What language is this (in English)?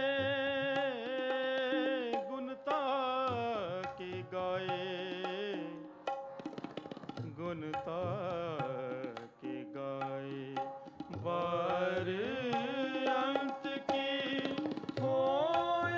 Hindi